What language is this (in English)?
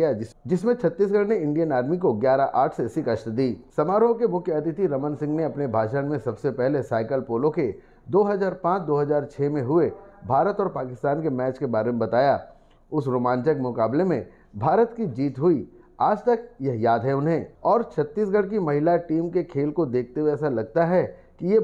Hindi